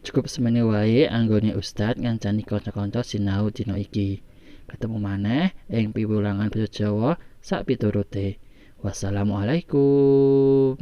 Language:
Javanese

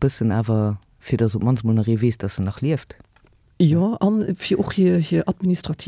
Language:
Luxembourgish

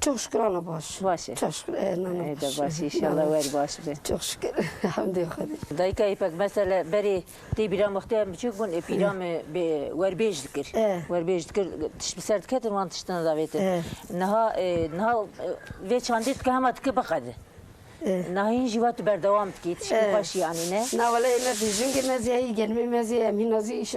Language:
Kurdish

